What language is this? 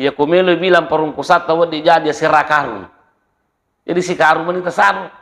Buginese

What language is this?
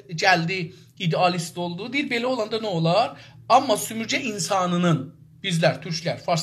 South Azerbaijani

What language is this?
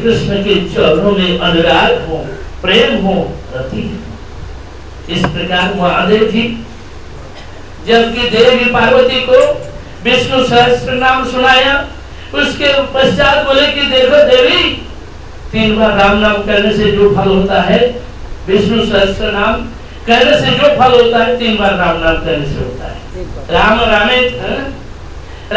Hindi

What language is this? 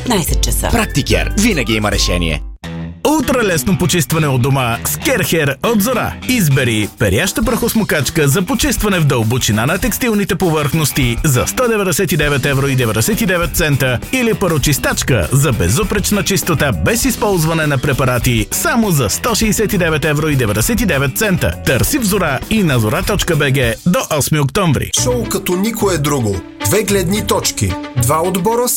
Bulgarian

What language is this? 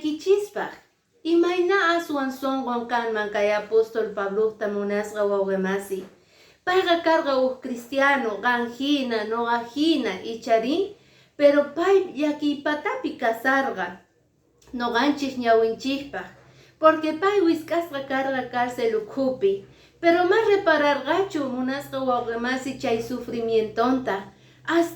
Quechua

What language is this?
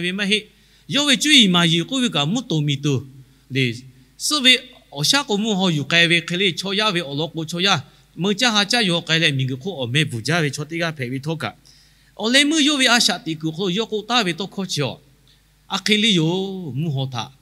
Lahu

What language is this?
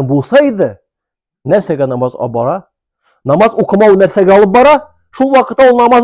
Tatar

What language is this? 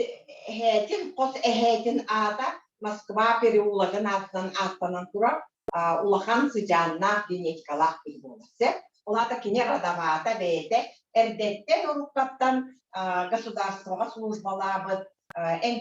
Yakut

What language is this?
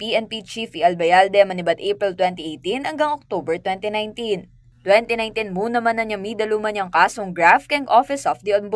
Pampanga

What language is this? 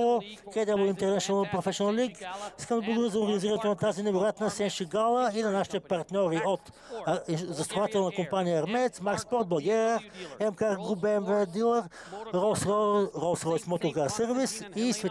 Bulgarian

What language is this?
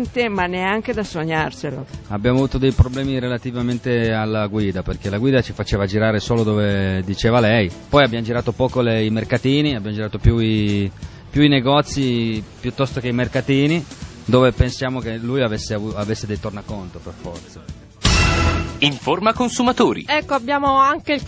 Italian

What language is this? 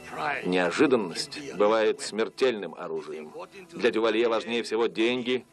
Russian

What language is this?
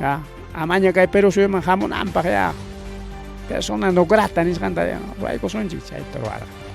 Ayacucho Quechua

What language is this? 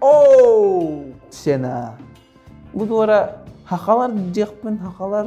Yakut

